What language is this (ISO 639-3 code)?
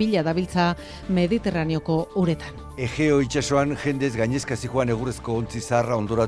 eus